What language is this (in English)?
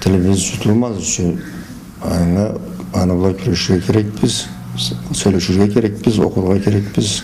Karachay-Balkar